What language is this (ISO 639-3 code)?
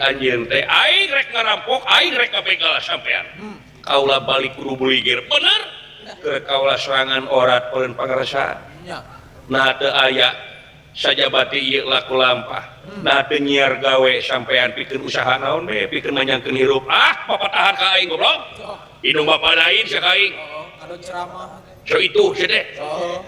sun